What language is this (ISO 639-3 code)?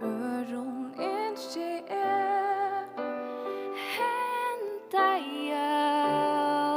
fao